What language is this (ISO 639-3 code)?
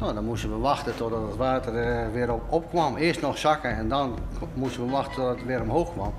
fry